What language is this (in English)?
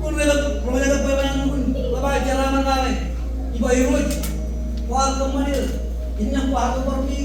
Marshallese